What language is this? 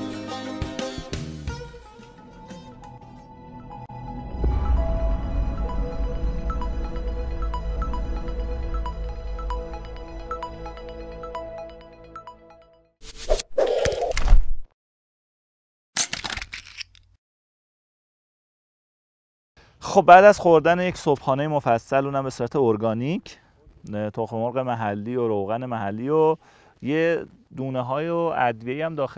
Persian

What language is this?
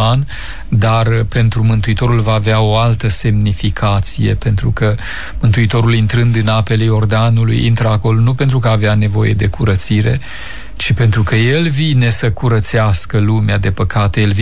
Romanian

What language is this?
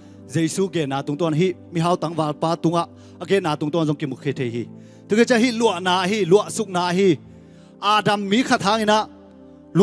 Tedim Chin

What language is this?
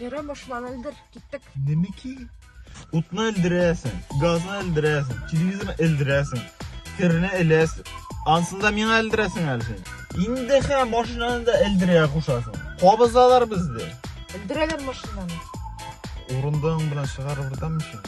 Tatar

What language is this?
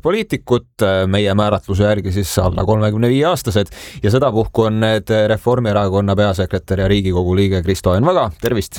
Estonian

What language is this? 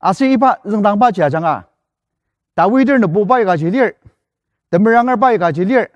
Ao Naga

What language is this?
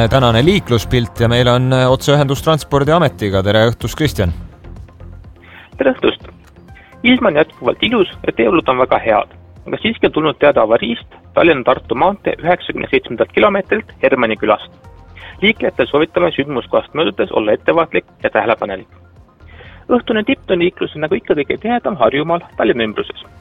Estonian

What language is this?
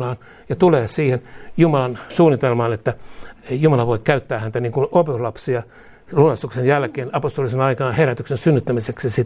Finnish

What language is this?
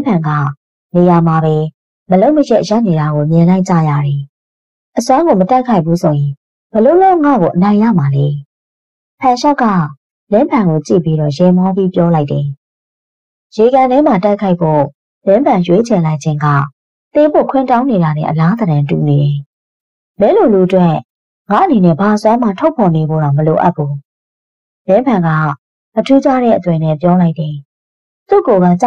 Burmese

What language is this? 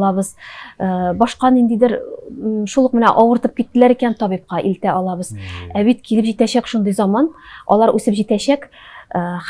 Tatar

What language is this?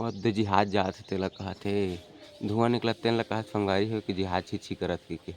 Chhattisgarhi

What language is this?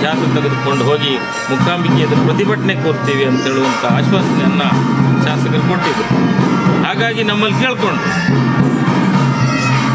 Kannada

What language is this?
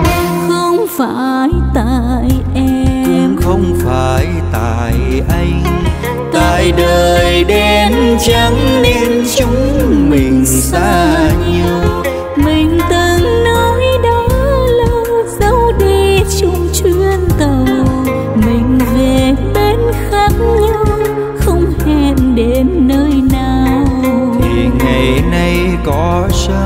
Vietnamese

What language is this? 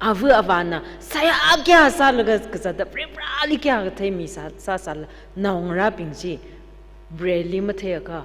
Tangkhul Naga (India)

